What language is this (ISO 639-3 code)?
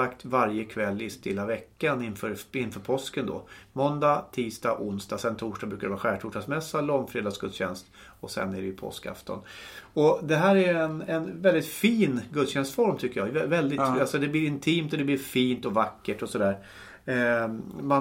swe